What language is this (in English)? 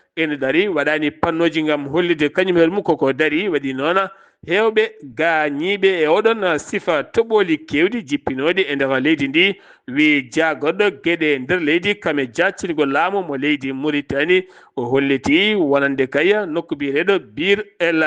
Fula